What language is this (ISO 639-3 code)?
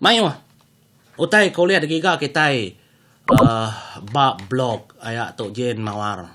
iba